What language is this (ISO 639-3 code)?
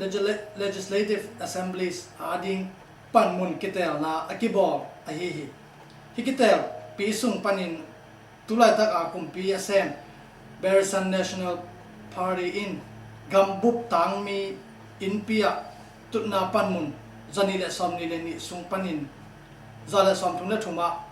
ctd